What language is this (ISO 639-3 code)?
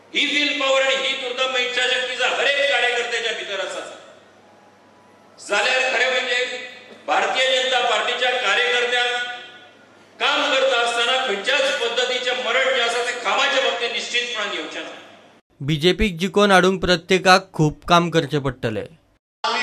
kok